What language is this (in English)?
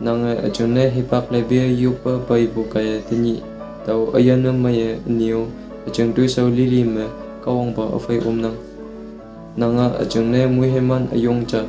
Konyak Naga